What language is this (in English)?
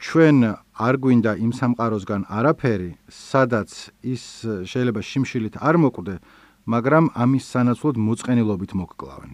Georgian